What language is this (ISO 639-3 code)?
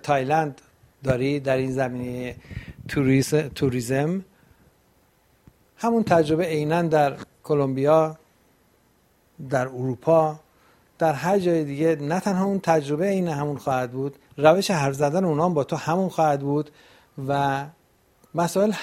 fas